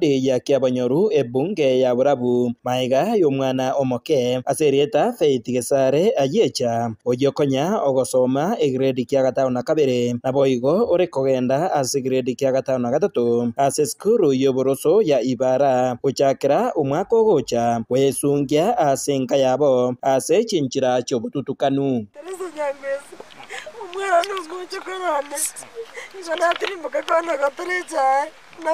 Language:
Gusii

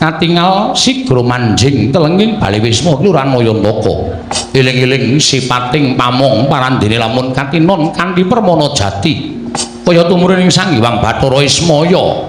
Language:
Javanese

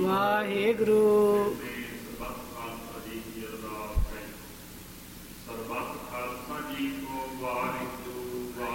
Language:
Punjabi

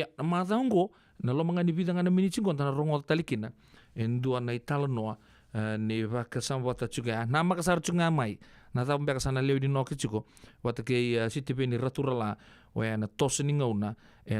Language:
Fijian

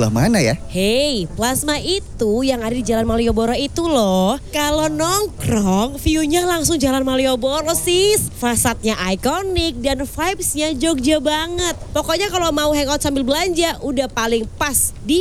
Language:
Indonesian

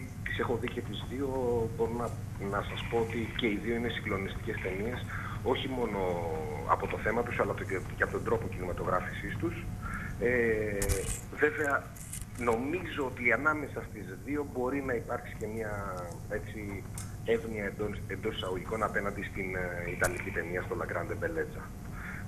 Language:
Greek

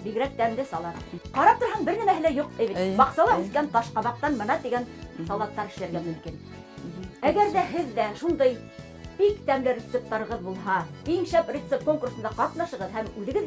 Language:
Bashkir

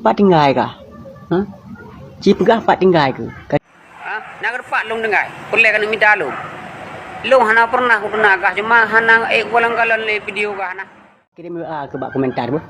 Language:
Achinese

